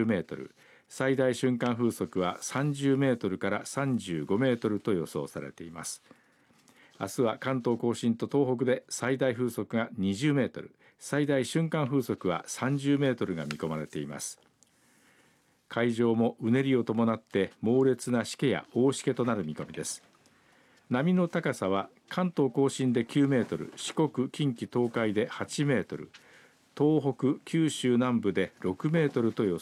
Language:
Japanese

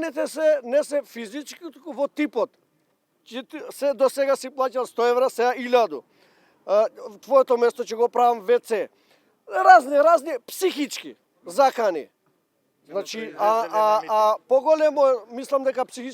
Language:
Macedonian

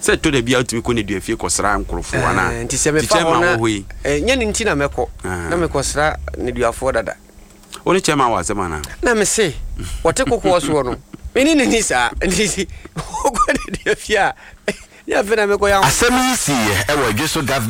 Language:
Akan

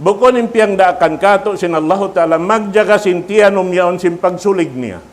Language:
Tausug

